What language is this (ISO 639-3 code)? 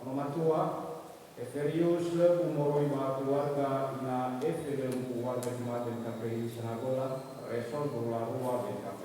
nia